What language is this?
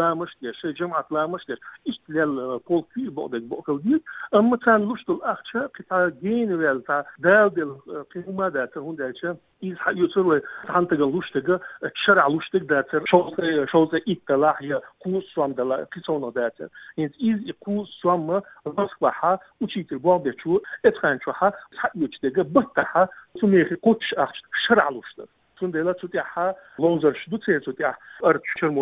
Chechen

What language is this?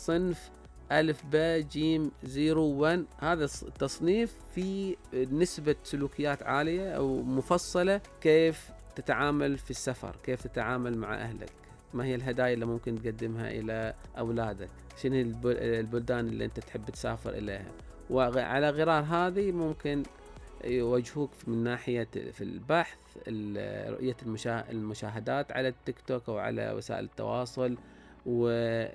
Najdi Arabic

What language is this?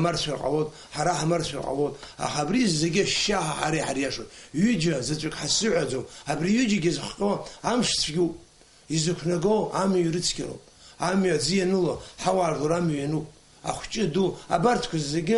Abkhazian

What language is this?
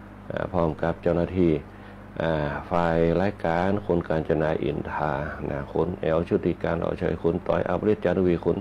Thai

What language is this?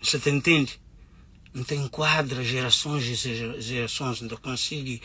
Kabuverdianu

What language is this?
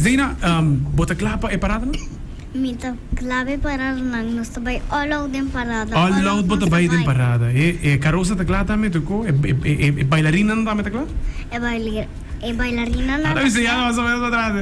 Papiamento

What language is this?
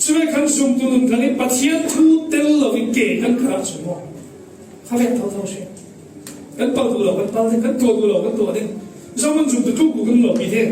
Falam Chin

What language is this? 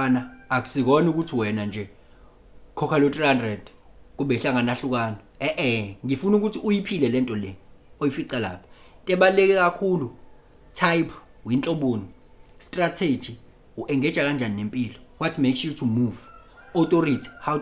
Zulu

